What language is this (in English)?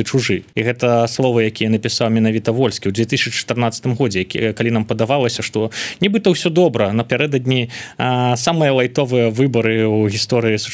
Belarusian